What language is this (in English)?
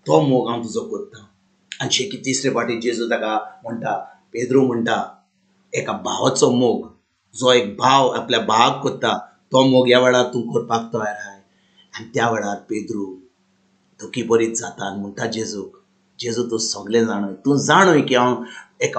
Konkani